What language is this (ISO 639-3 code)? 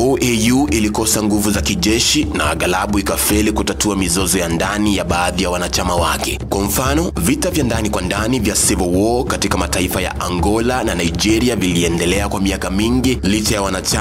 swa